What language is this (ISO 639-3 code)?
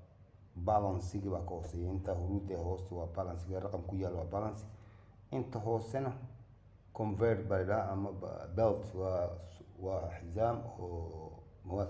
som